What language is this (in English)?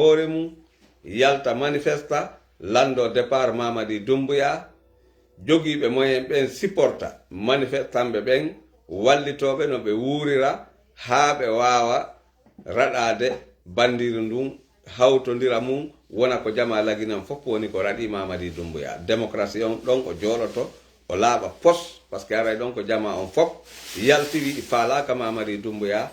Pular